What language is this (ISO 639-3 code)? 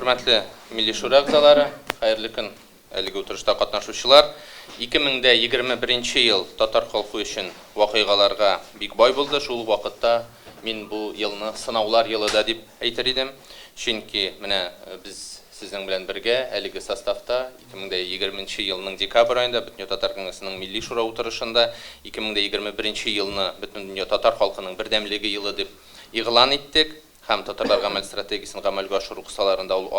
tat